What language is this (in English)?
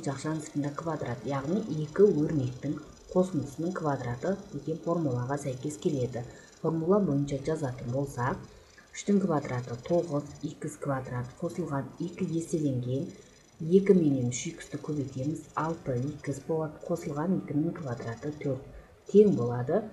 Kazakh